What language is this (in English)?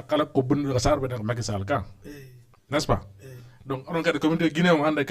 Fula